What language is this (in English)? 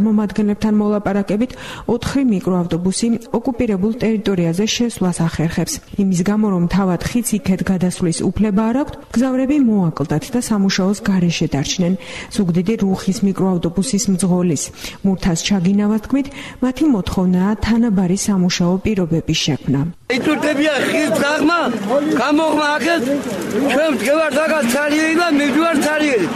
Georgian